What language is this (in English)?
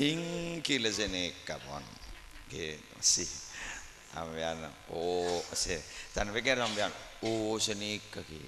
Madurese